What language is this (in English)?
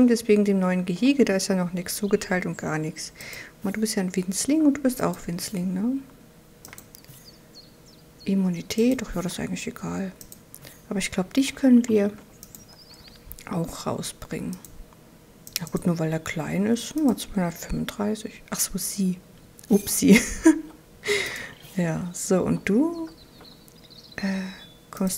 German